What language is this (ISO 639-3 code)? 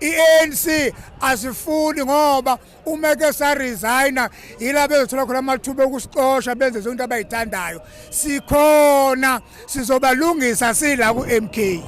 zul